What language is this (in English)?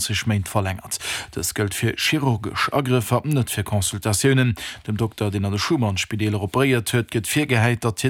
Luxembourgish